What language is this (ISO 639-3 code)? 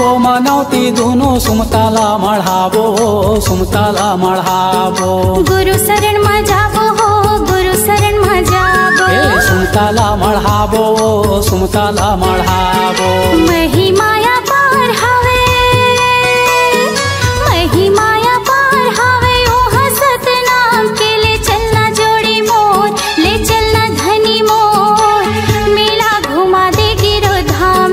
hne